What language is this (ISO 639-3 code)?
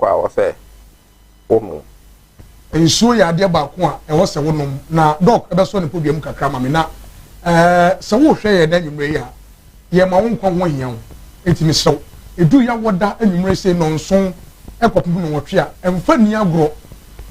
aka